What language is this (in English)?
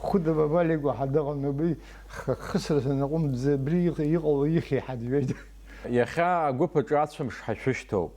Abkhazian